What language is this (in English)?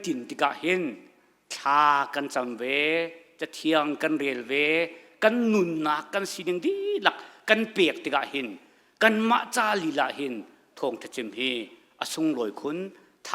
Hakha Chin